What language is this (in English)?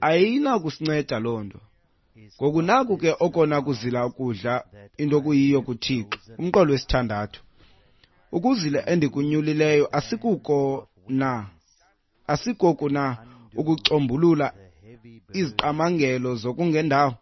Xhosa